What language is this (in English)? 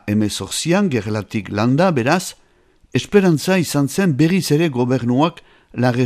Basque